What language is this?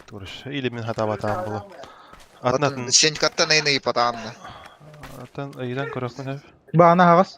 Yakut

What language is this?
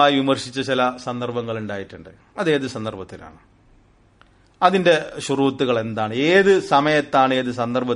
Malayalam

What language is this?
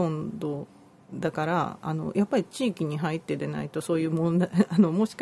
Japanese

